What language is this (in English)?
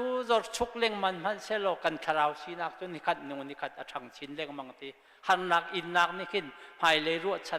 Hakha Chin